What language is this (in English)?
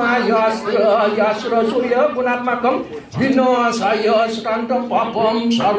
Balinese